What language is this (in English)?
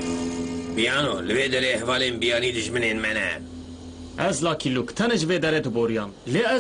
Kurdish